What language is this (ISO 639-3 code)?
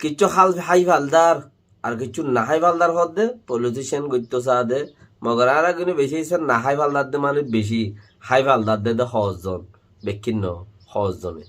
rhg